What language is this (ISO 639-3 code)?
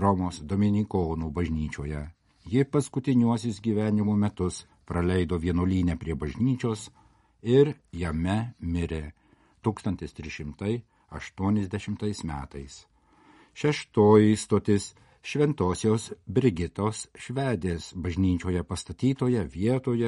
lit